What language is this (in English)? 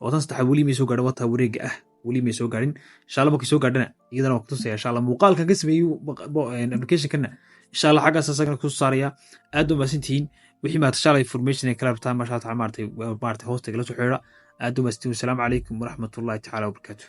Somali